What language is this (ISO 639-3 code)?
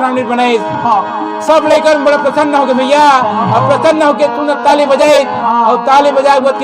hne